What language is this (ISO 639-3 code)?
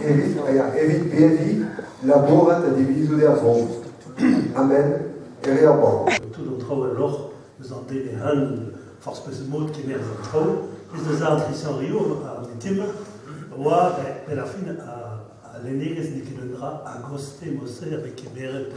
bre